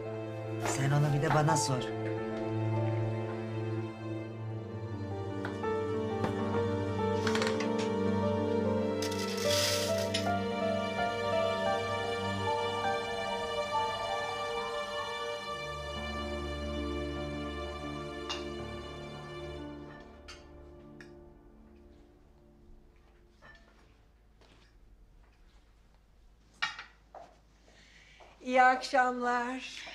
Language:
Turkish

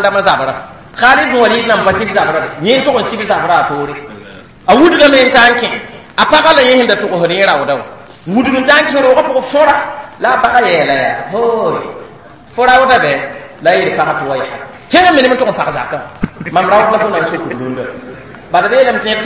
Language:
Mossi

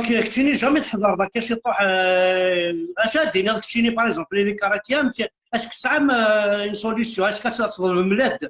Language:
Kabyle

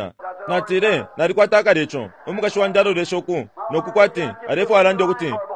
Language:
Bemba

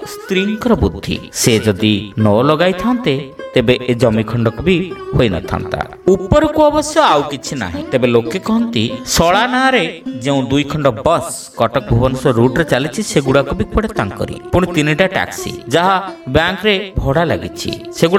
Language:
Odia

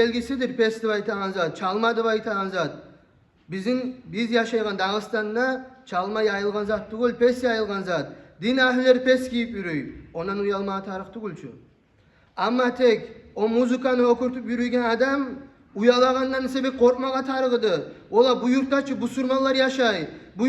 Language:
Kumyk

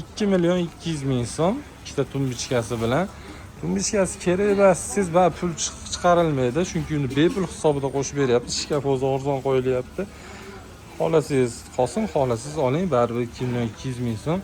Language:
Uzbek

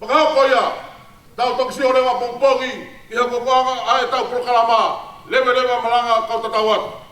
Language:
Tongan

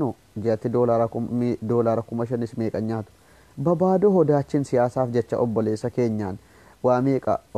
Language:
Oromo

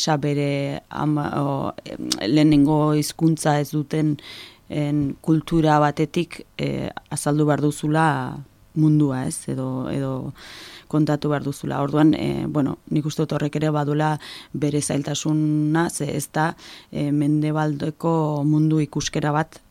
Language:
Basque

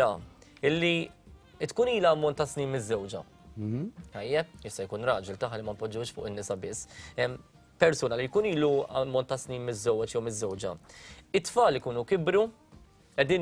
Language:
Maltese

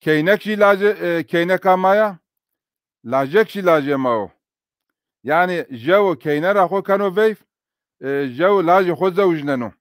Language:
Zaza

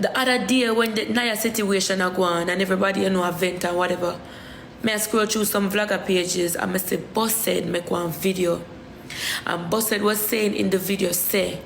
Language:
Jamaican Creole English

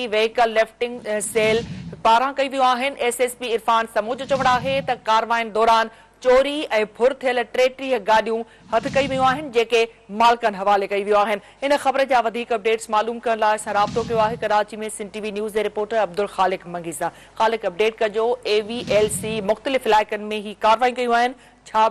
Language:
Sindhi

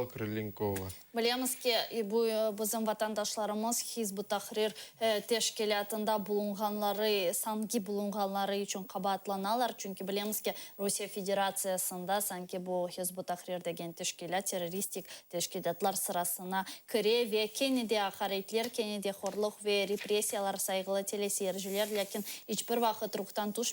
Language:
Crimean Tatar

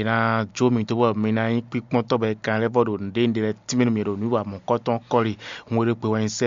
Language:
Fon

